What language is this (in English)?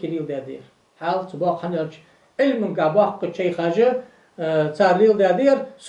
Ingush